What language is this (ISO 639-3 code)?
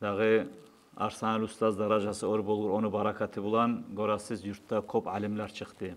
kum